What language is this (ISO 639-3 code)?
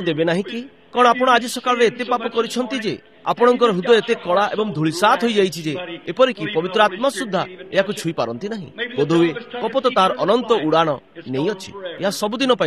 ori